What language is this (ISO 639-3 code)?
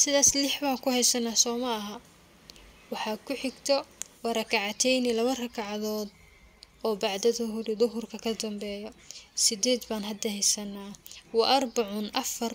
som